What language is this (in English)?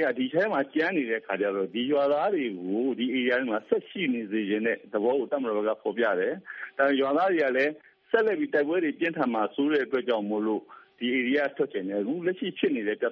Burmese